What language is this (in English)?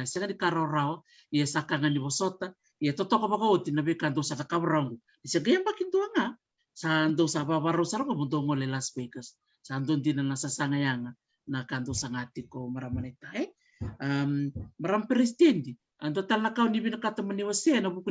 Fijian